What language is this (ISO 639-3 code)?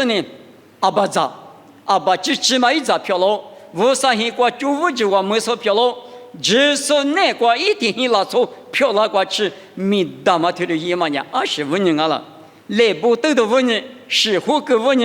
lis